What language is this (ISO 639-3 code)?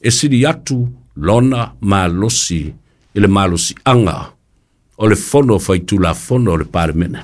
smo